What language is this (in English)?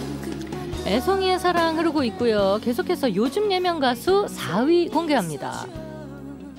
Korean